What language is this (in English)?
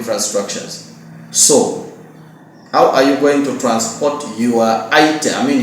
Acoli